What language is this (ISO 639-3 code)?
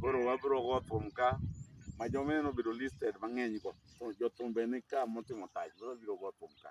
luo